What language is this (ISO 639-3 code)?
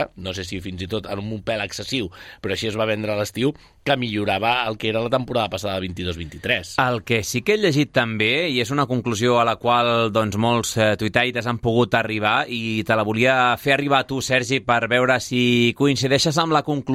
cat